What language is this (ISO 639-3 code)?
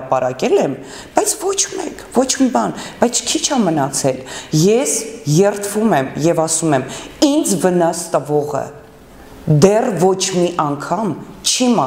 hye